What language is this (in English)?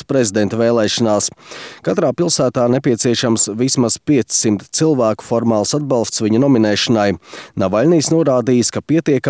Latvian